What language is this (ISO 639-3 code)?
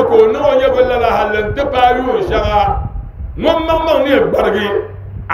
dag